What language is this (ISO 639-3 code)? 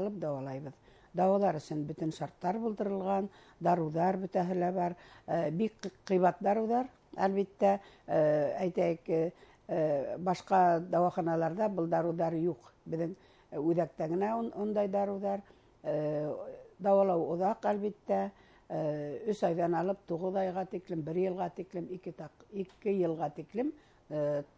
bak